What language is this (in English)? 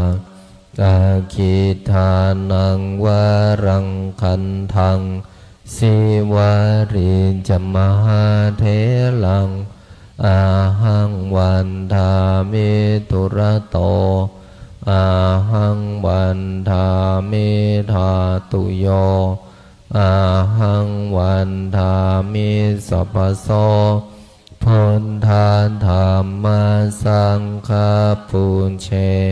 Pali